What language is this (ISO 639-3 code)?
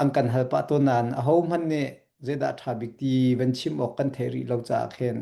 cnh